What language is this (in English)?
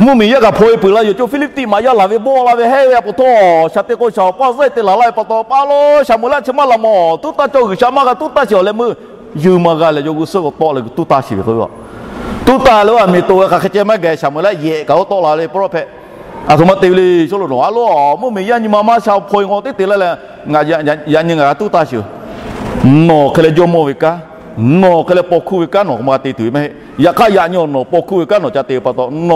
Lahu